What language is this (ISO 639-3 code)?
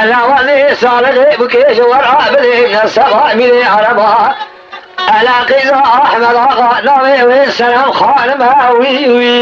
kur